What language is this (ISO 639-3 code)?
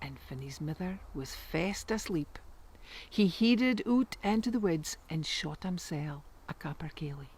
sco